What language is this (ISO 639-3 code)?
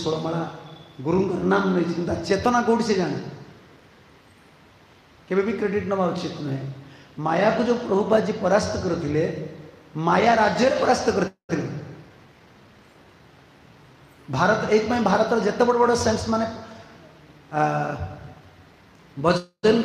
ori